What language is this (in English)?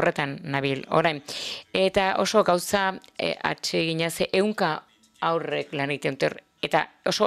Basque